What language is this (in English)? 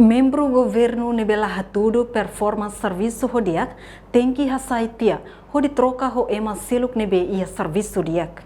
Tetum